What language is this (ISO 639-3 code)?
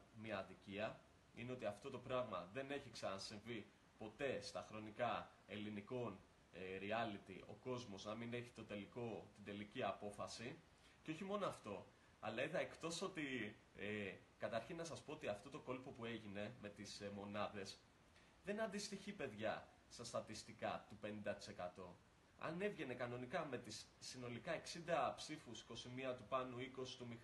ell